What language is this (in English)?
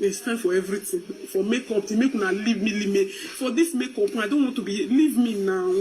Nigerian Pidgin